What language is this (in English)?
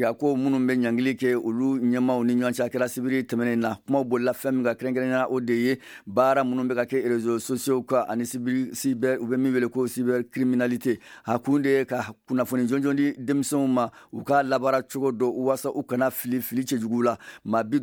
Bambara